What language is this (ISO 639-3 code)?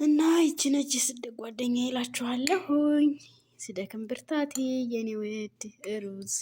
amh